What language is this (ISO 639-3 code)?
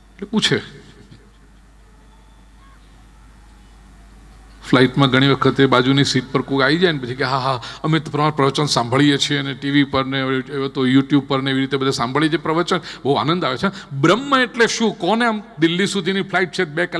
guj